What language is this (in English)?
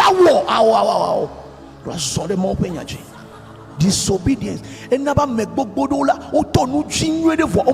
Ewe